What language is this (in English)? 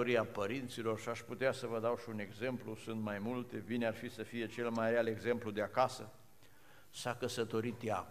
Romanian